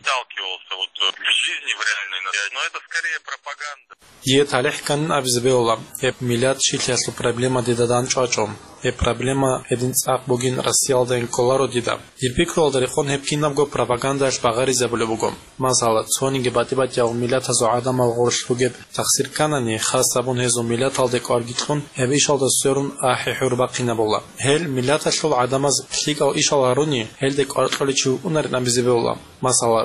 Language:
Avaric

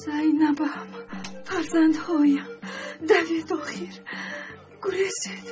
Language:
Tajik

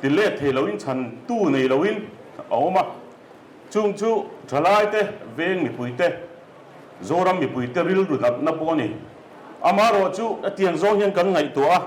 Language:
Mizo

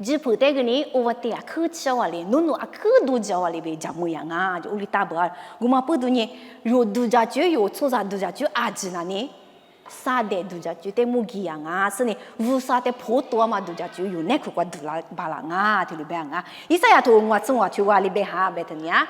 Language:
Lisu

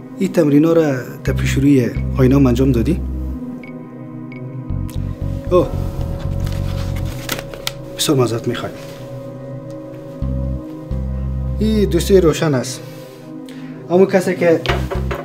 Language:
Persian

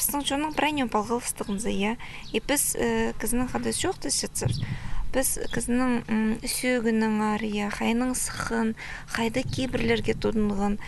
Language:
Khakas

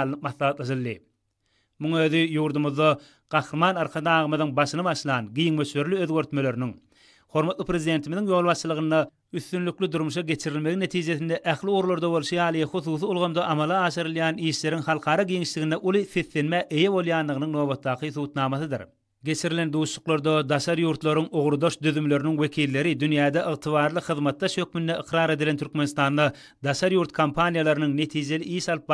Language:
Turkmen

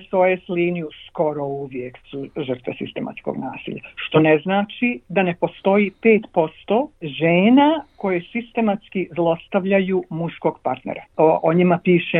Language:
Bosnian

